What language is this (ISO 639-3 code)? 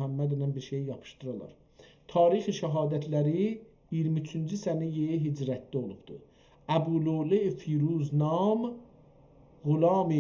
azb